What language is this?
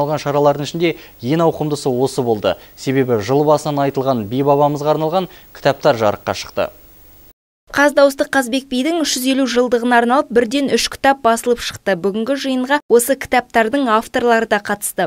Kazakh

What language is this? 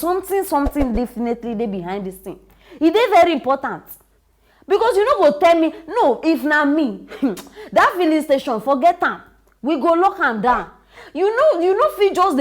Nigerian Pidgin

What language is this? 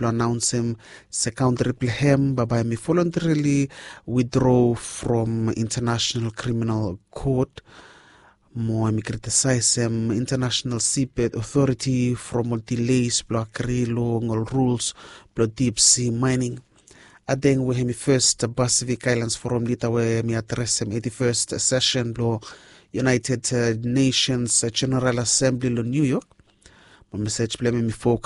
Bislama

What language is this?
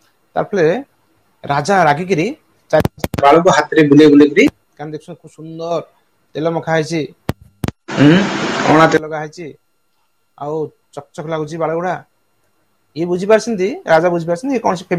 Odia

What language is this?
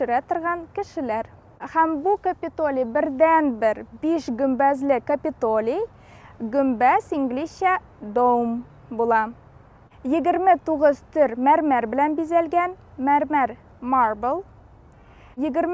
Tatar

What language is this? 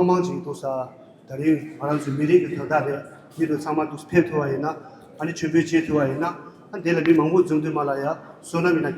Tibetan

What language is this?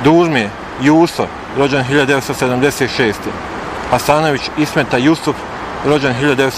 Bosnian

